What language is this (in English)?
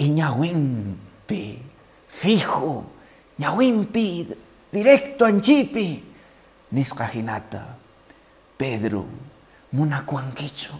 Quechua